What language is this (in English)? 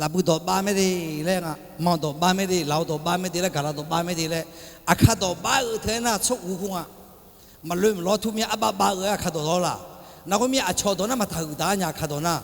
Akha